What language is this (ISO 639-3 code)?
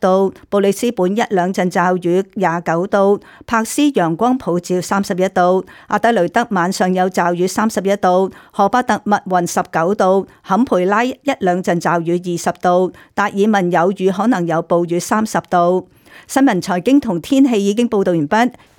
yue